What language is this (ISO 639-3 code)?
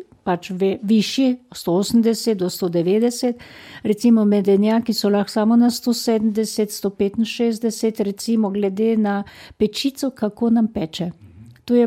slv